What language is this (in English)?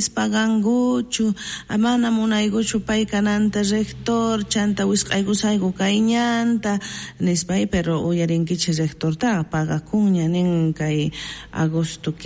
South Bolivian Quechua